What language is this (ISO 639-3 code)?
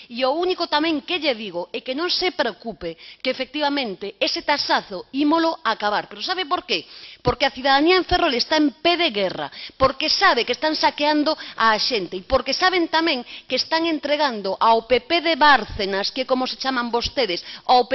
glg